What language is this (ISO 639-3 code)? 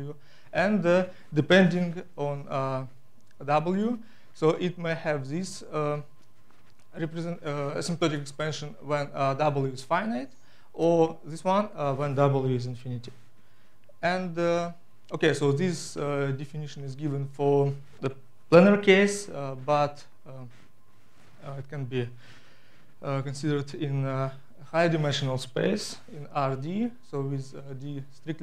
eng